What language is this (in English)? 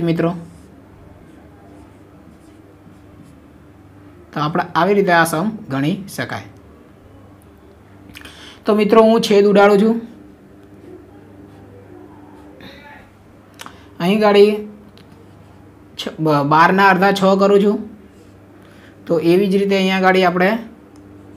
Gujarati